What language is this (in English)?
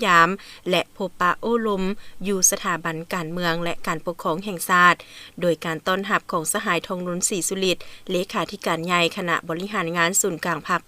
Lao